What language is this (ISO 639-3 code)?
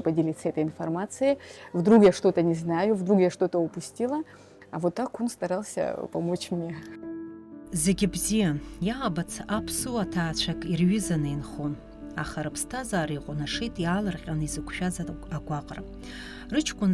abk